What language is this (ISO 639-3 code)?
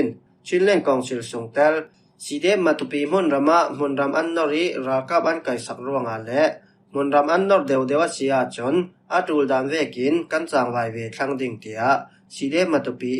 cfm